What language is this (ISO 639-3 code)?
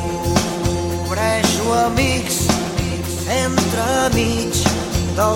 cat